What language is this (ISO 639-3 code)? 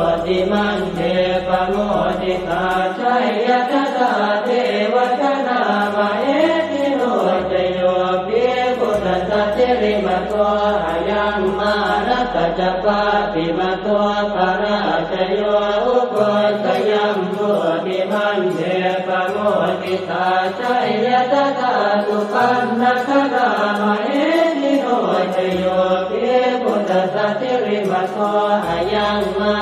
pli